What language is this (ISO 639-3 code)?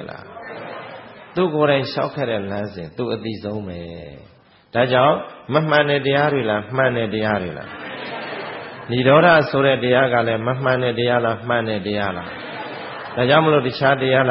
mya